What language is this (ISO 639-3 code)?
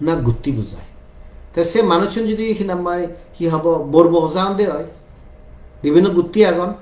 ccp